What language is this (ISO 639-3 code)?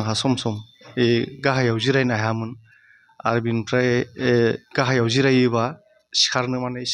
brx